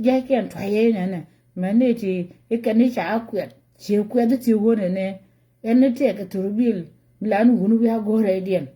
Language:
Nuer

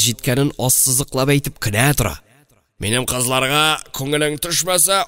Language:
Tatar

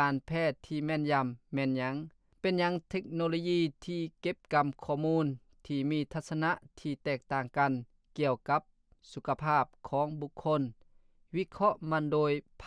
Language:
Lao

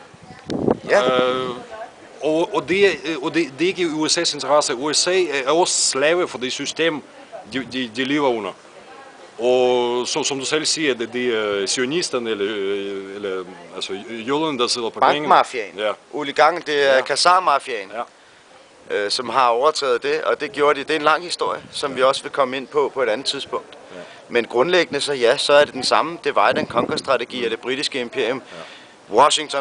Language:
Danish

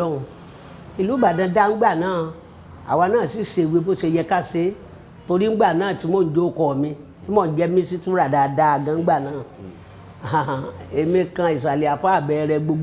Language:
Yoruba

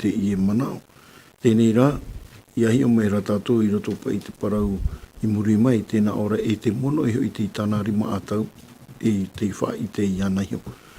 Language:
Tahitian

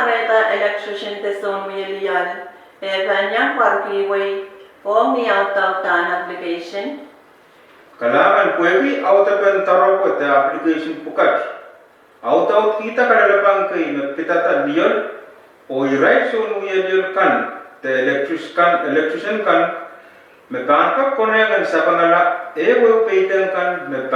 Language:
Pohnpeian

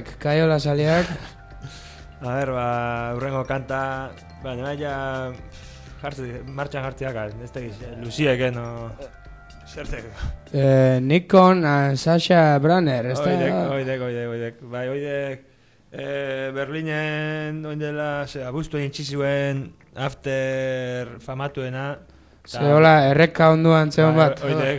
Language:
Basque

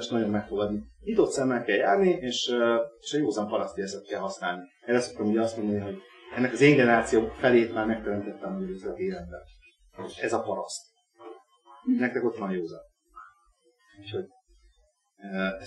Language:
Hungarian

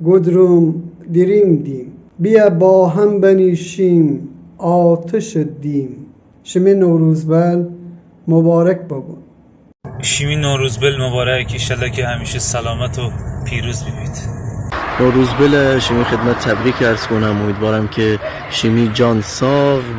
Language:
Gilaki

